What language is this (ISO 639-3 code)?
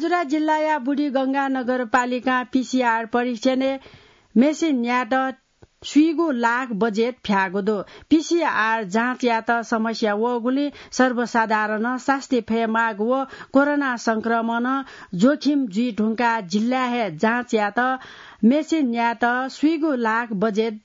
new